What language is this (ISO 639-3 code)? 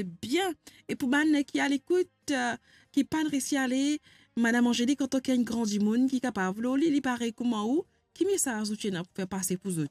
mfe